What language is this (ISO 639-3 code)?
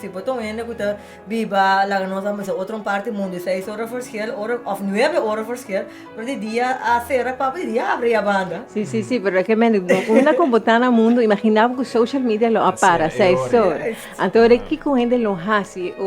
pap